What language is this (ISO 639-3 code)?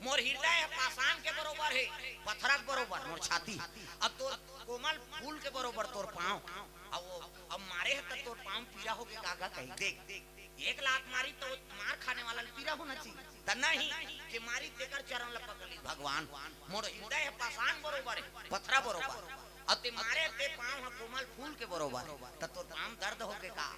hne